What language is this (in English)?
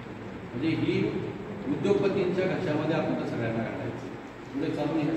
Marathi